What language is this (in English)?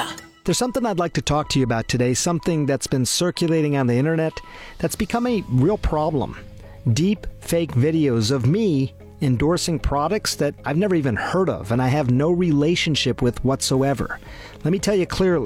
English